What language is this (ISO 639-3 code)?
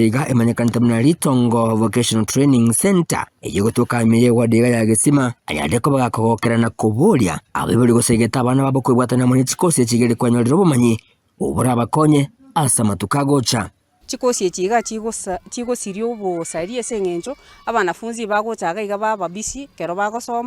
guz